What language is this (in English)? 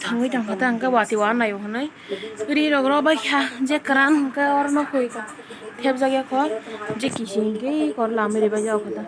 Kok Borok